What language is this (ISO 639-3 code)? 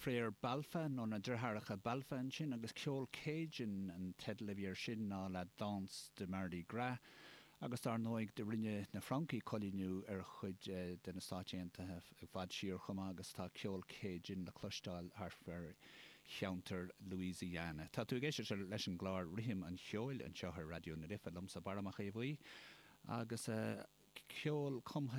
gle